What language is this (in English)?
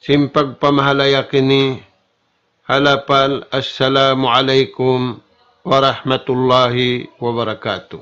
Tausug